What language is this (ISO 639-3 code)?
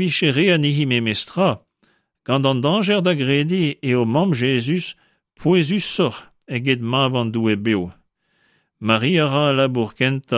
bre